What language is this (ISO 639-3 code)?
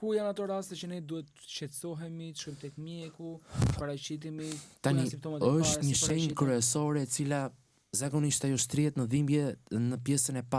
sqi